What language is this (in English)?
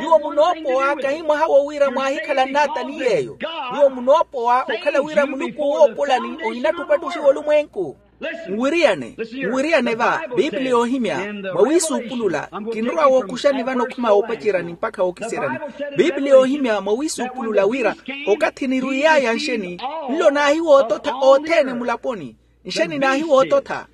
Makhuwa